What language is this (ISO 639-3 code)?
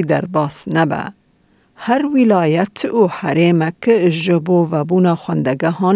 kur